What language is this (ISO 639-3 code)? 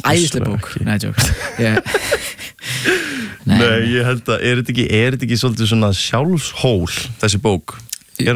isl